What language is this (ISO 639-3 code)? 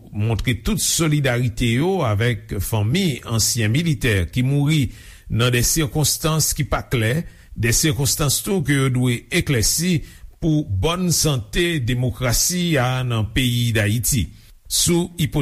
hat